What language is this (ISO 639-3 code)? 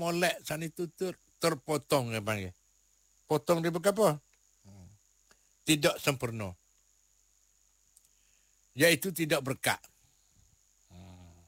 msa